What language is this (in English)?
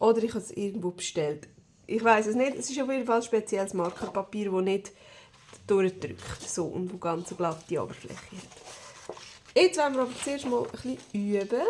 Swiss German